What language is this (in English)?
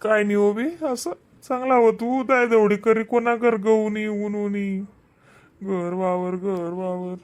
Khandesi